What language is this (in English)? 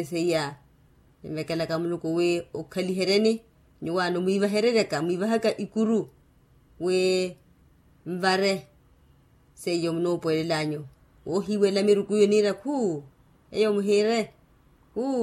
Makhuwa